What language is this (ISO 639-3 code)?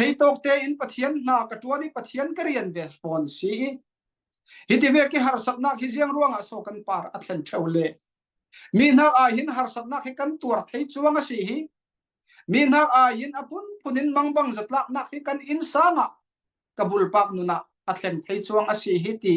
cfm